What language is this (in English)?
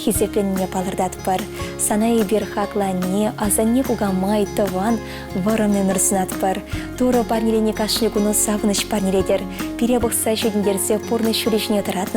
Chuvash